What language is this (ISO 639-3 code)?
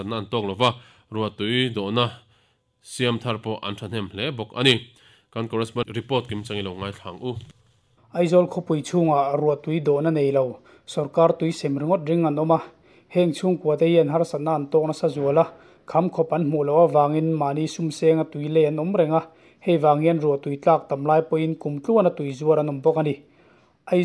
lus